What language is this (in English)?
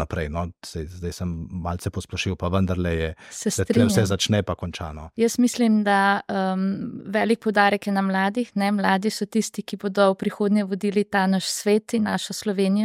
Slovenian